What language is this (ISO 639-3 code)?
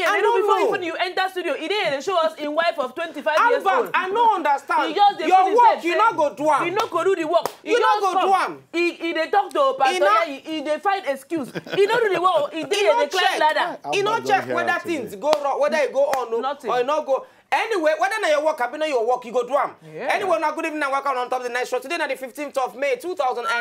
pcm